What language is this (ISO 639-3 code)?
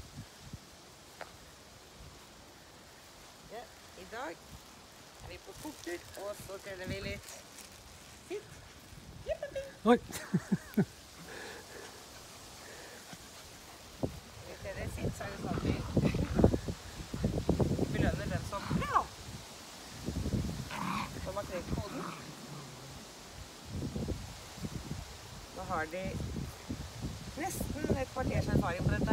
nor